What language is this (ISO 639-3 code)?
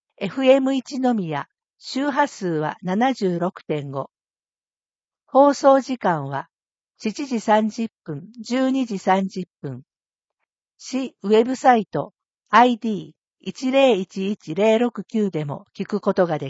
jpn